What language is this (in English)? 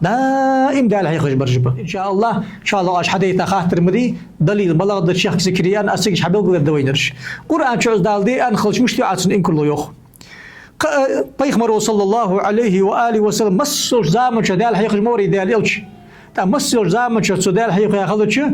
Ingush